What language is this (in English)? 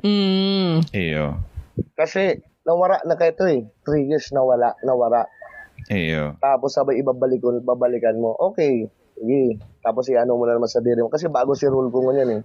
Bikol